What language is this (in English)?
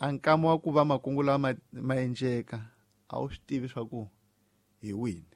Tsonga